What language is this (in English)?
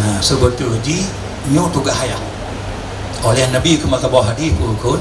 Achinese